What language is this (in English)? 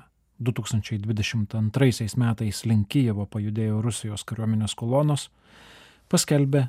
Lithuanian